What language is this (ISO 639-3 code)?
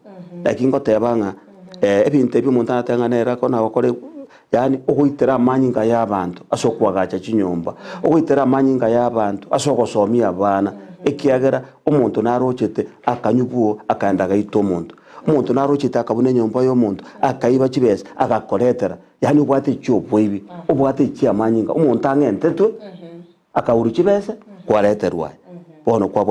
guz